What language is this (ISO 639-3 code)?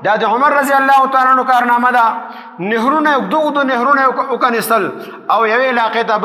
pus